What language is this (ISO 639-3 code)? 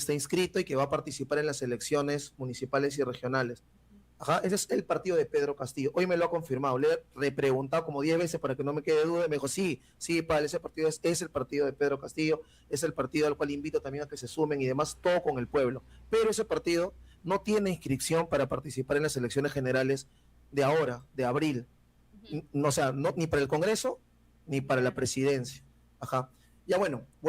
quy